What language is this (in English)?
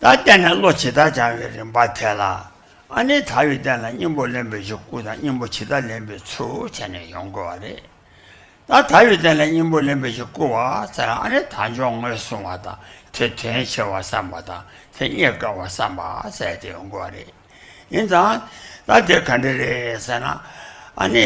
Tibetan